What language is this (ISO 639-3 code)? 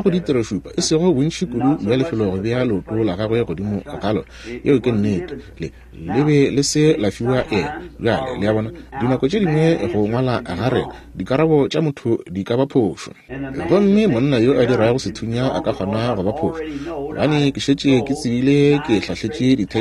nso